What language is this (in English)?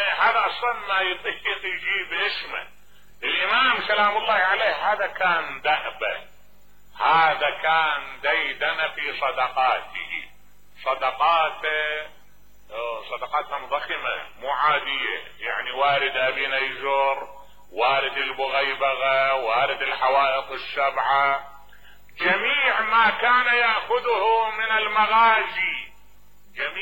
Mesopotamian Arabic